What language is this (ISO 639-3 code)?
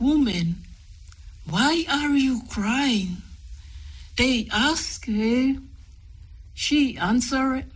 smo